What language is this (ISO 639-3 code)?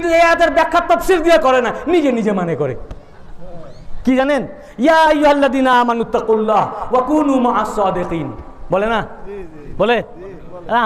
ben